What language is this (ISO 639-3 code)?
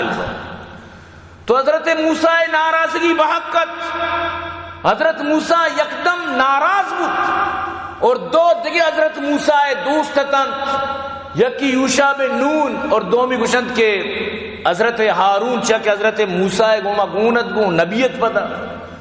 bal